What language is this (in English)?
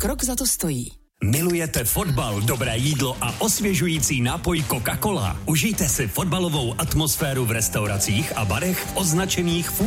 Czech